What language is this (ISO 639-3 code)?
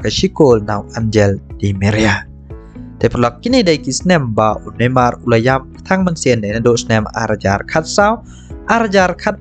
kha